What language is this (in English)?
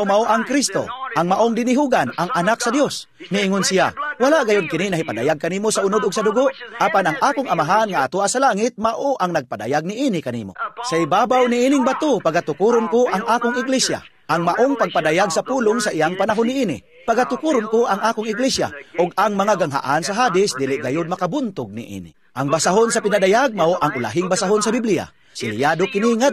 Cebuano